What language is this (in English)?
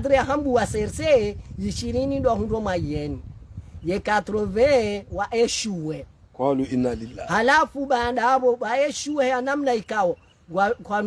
Ngazidja Comorian